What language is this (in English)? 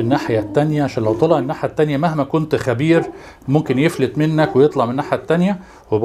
Egyptian Arabic